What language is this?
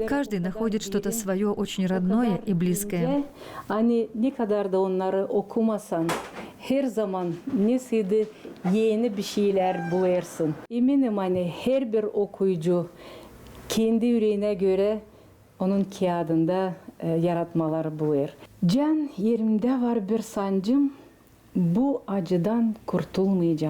Gagauz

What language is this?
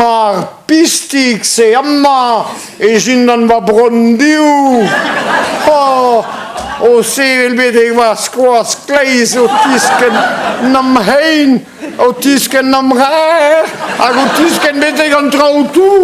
Breton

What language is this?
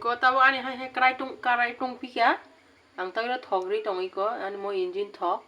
Kok Borok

